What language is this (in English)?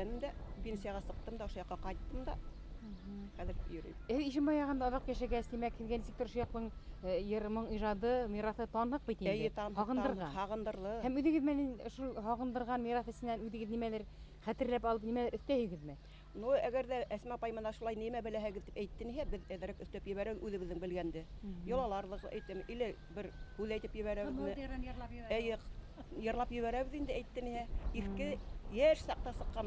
Bashkir